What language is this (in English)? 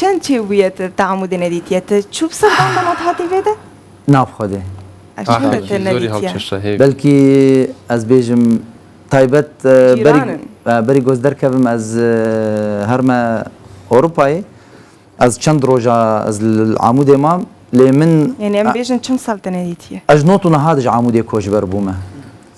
Kurdish